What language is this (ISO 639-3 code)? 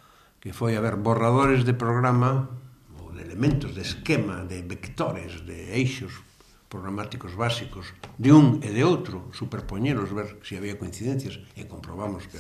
glg